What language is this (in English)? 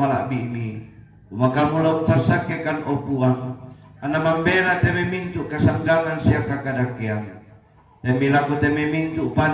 Toraja-Sa'dan